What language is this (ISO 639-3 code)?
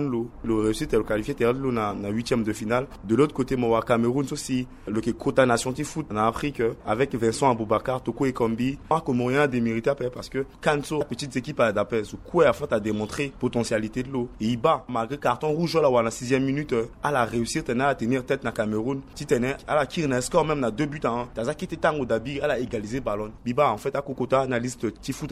sag